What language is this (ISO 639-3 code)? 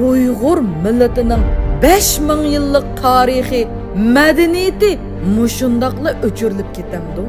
uig